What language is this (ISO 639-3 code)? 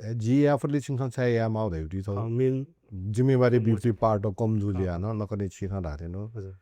new